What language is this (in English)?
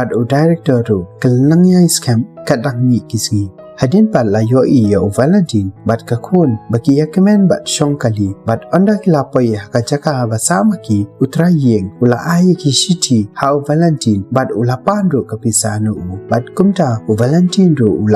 Khasi